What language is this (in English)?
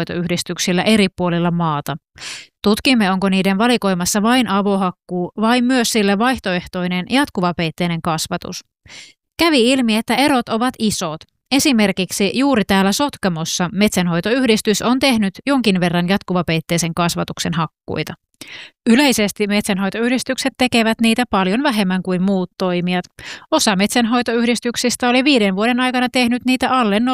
Finnish